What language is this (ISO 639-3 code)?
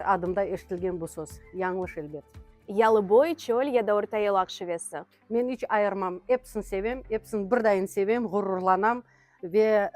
crh